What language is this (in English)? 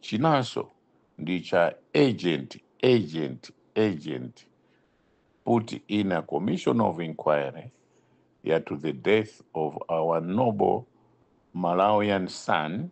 Nyanja